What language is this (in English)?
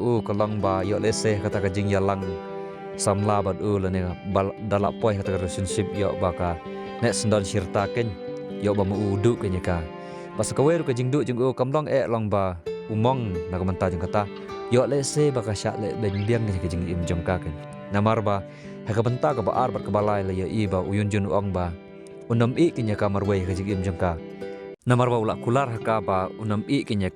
Khasi